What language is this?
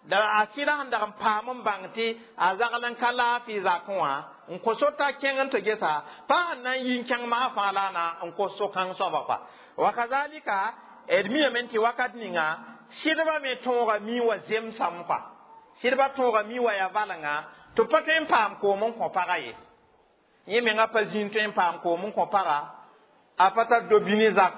Mossi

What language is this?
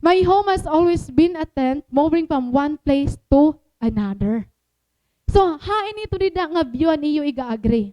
Waray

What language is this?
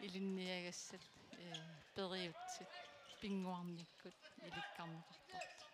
Kalaallisut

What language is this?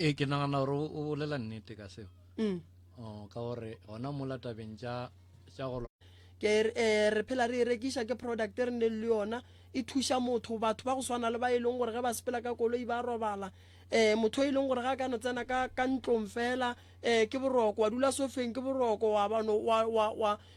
Northern Sotho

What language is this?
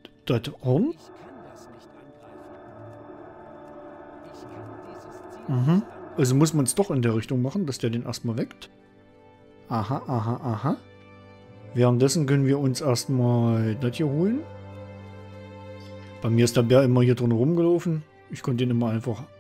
German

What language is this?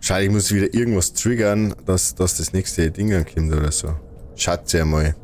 Bavarian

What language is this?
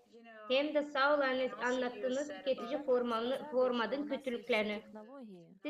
Gagauz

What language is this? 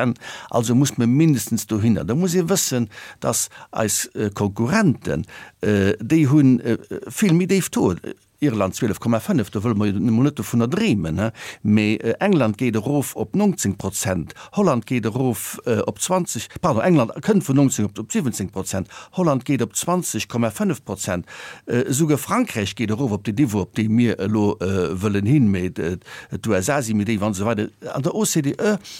Luxembourgish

